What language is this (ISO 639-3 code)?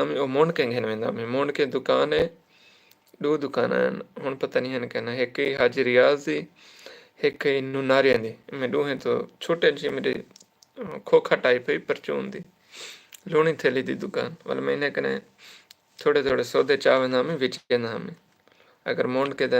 skr